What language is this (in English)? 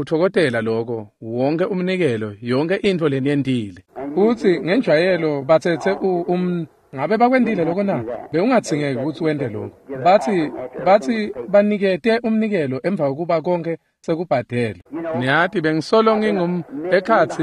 Swati